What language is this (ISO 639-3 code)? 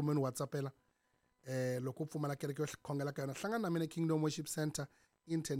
tso